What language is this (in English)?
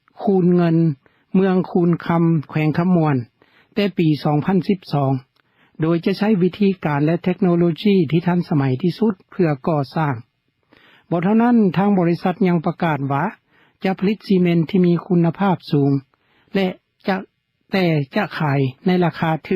Lao